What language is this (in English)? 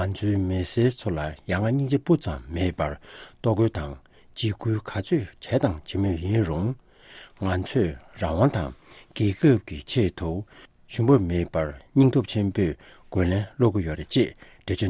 Tibetan